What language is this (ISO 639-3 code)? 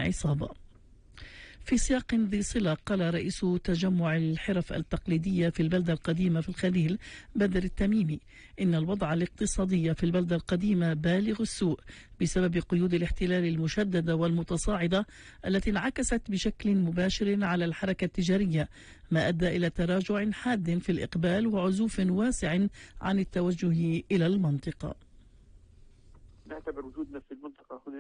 ara